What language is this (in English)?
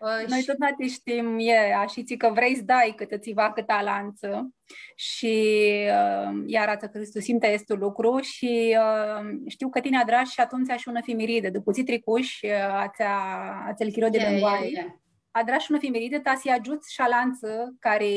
Aromanian